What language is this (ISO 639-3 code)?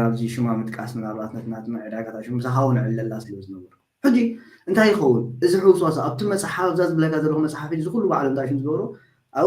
tir